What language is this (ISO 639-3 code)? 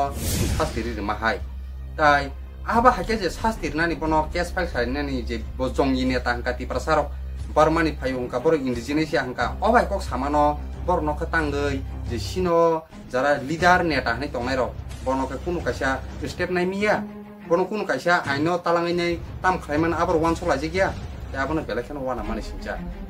trp